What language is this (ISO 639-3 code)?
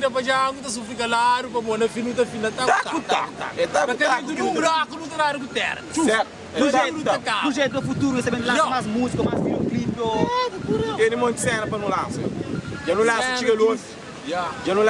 kea